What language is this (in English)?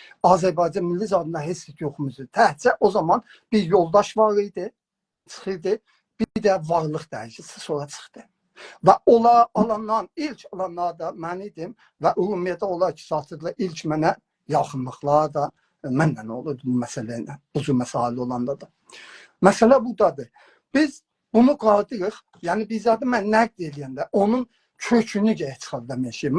South Azerbaijani